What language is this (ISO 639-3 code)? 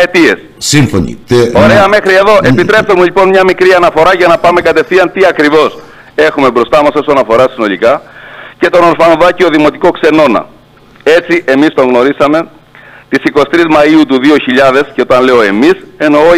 ell